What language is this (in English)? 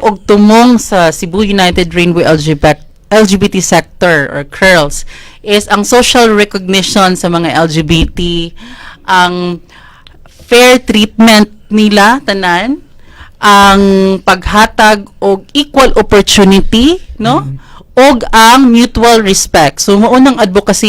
Cebuano